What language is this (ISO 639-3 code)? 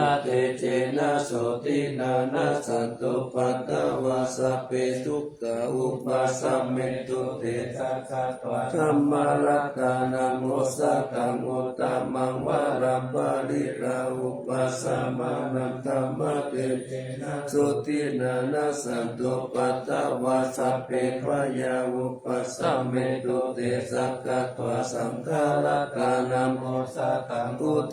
pli